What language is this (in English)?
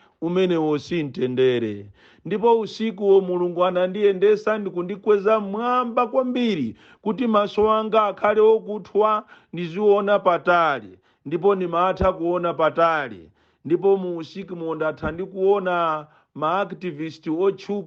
Nyanja